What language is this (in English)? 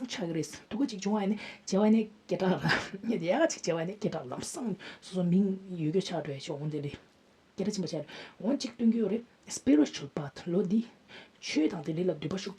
Tibetan